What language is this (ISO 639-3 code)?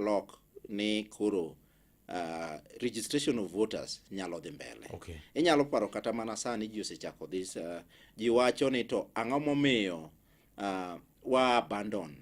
luo